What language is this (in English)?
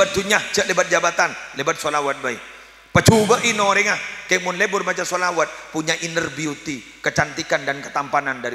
Madurese